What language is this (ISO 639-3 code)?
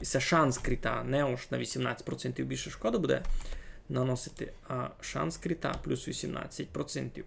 rue